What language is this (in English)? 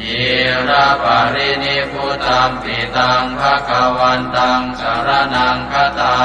Pali